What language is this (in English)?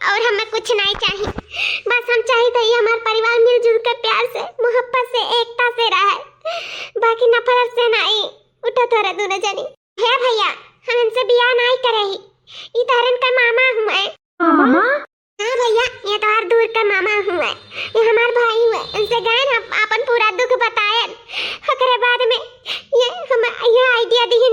Awadhi